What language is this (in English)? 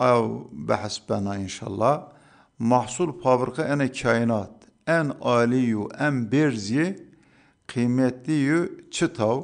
Zaza